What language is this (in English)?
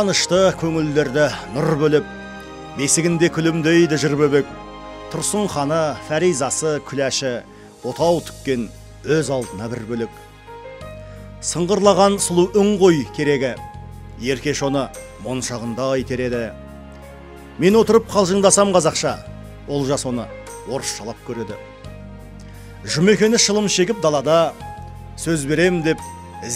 Kazakh